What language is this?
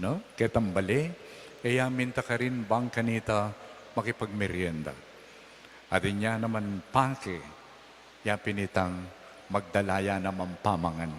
Pampanga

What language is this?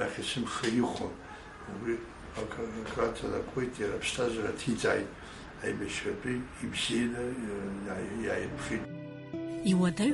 Abkhazian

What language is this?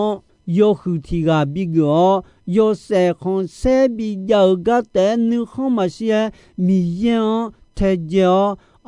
Akha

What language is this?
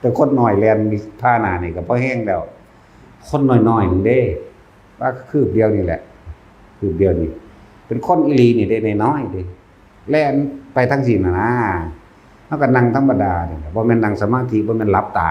Northeastern Thai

